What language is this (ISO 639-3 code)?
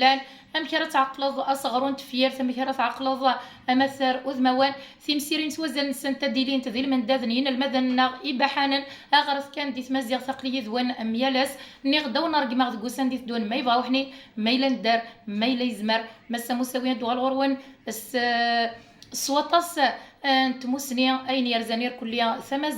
kab